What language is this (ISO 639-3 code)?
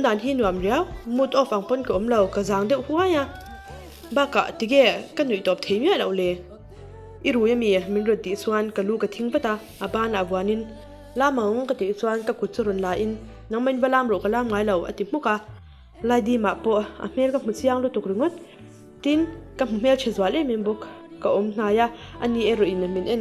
lus